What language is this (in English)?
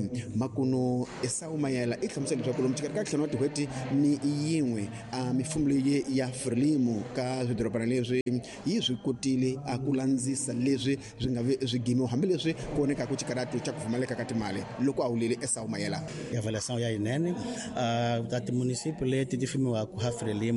Tsonga